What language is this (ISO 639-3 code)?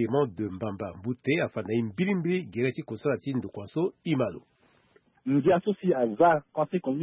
sag